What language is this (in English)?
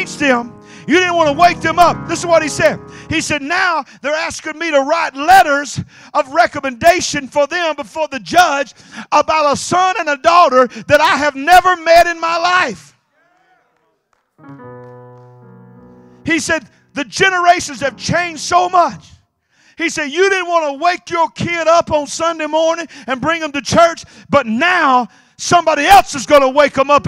English